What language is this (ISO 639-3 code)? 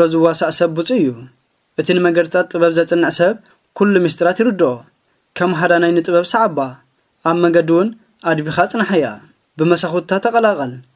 tir